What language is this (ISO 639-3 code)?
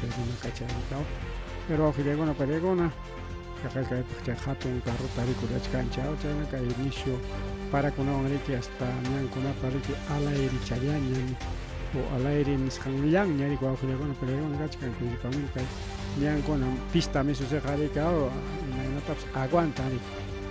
quy